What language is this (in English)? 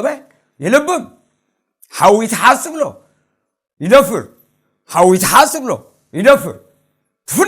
Tigrinya